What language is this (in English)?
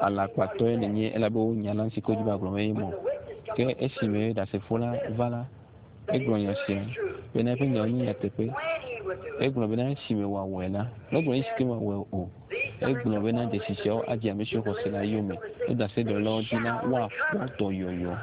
Ewe